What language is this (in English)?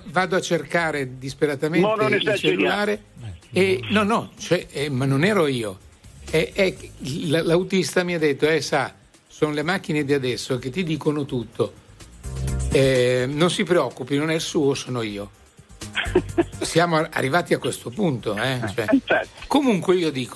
Italian